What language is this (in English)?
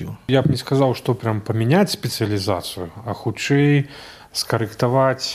Belarusian